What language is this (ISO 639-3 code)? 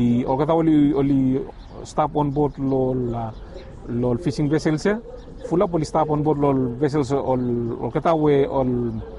bis